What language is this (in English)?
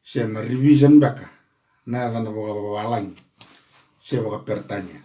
Fijian